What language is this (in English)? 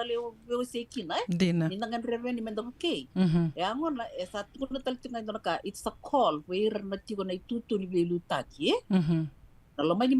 Fijian